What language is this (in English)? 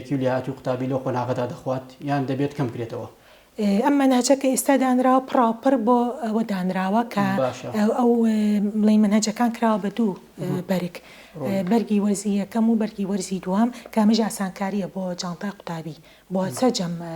Central Kurdish